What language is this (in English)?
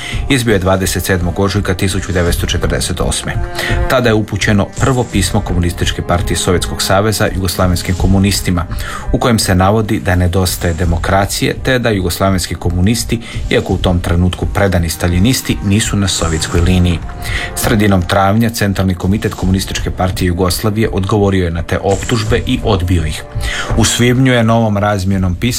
Croatian